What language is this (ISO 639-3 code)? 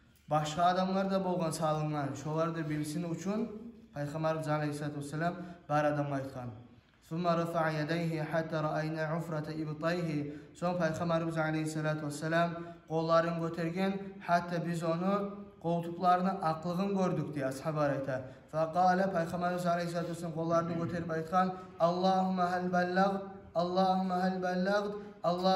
kum